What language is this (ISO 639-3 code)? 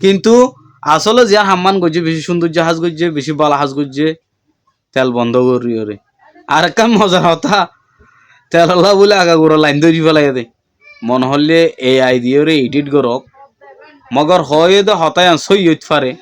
rhg